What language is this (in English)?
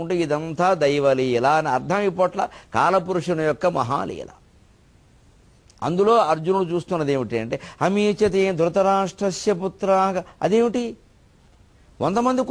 Telugu